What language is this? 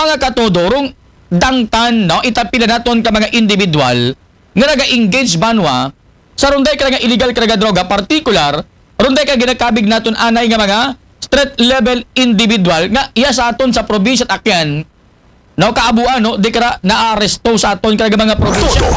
Aklanon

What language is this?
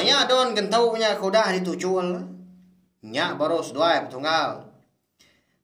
Iban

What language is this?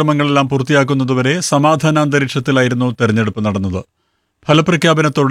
Malayalam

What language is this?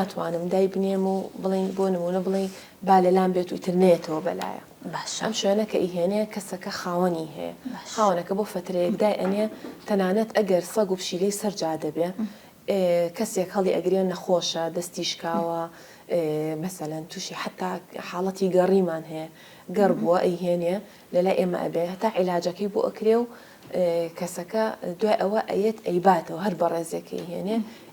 Central Kurdish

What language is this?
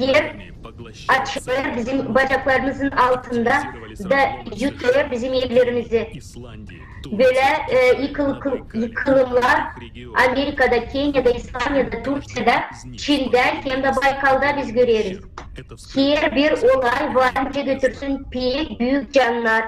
Gagauz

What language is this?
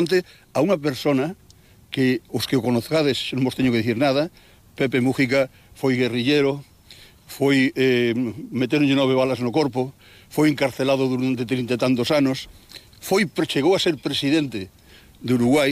Galician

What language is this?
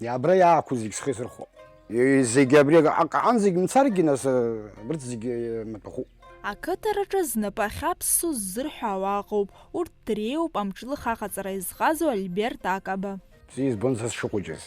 Abkhazian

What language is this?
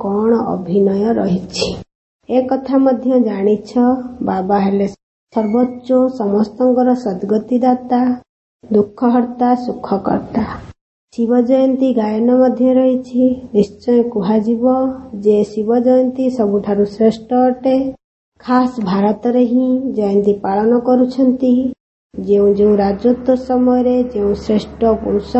Odia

